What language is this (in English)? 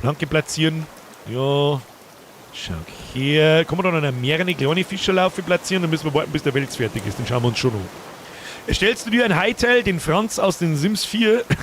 Bavarian